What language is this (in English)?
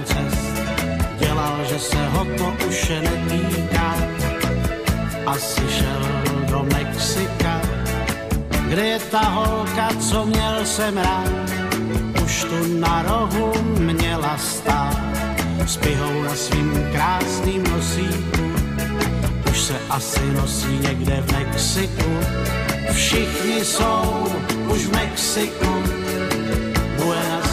Czech